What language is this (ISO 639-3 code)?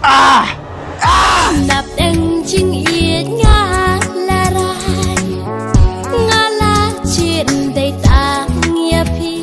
kha